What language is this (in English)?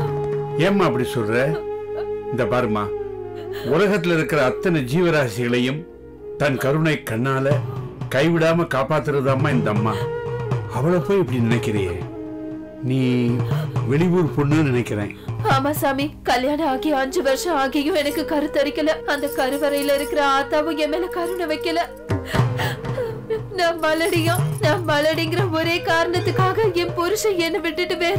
Tamil